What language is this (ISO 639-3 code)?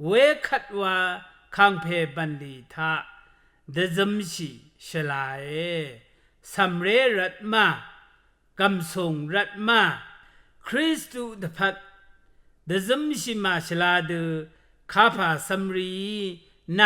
raw